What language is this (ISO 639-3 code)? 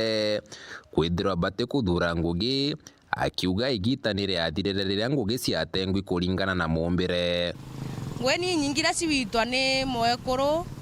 mer